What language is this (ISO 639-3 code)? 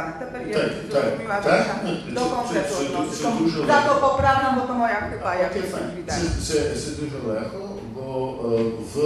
pol